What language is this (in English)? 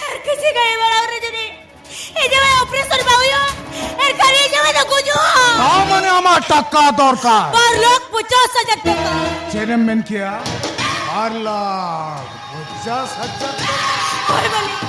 Santali